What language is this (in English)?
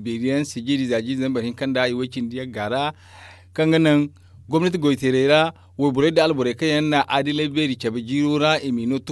Zarma